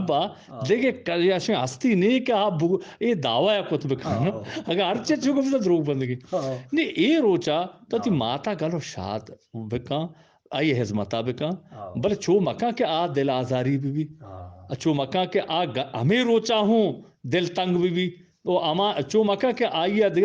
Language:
Eastern Balochi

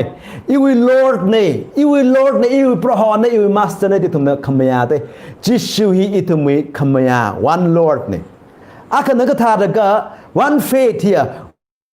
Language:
Tangkhul Naga (India)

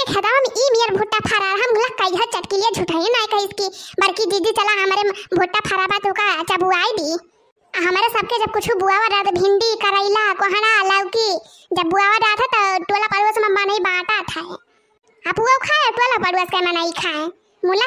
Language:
Awadhi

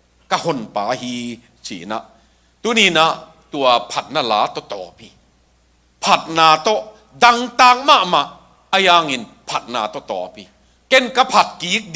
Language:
Tedim Chin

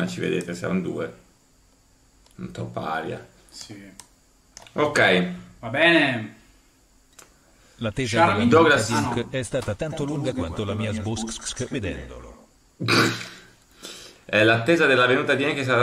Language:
Italian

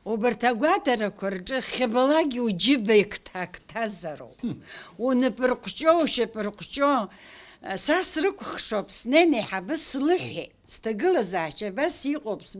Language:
Abkhazian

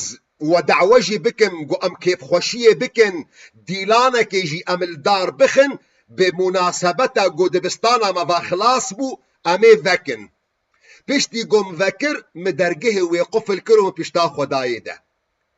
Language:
Kurdish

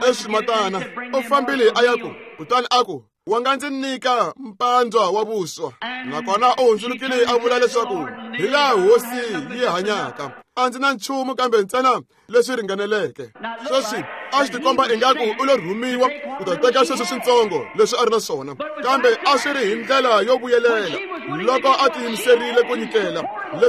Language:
Tsonga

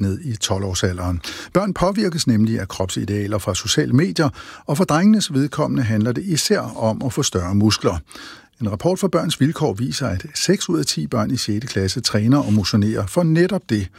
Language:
Danish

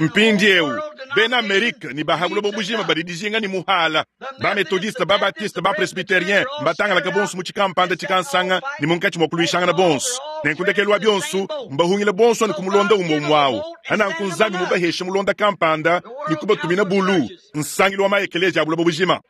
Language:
Luba-Lulua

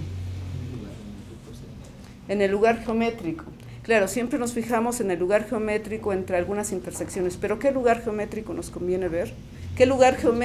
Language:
Spanish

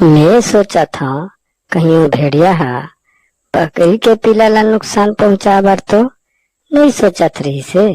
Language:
Chhattisgarhi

